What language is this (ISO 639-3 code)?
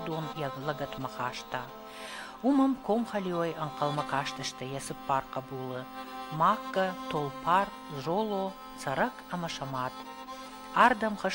oss